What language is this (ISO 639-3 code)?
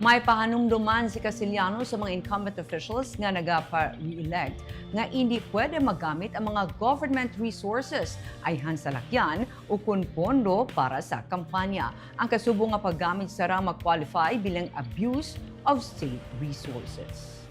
hil